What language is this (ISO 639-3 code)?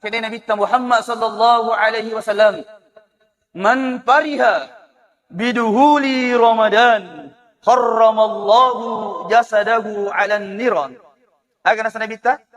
bug